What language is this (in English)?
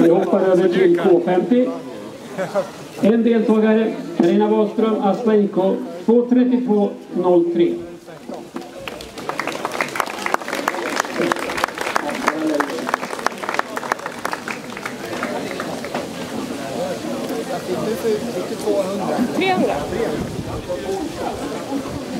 Swedish